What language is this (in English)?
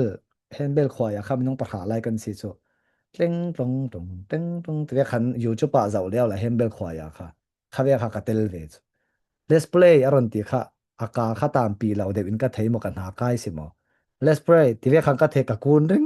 Falam Chin